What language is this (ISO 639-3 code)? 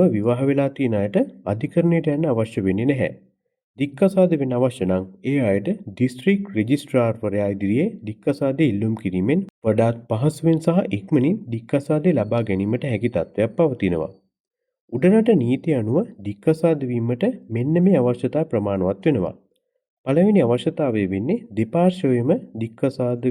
sin